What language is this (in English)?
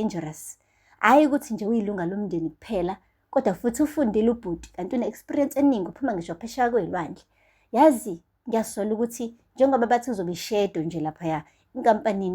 Zulu